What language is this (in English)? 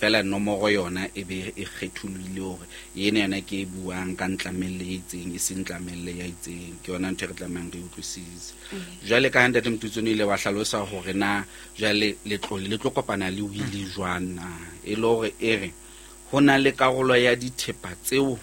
Southern Sotho